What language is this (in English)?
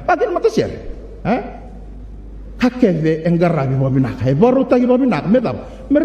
Fijian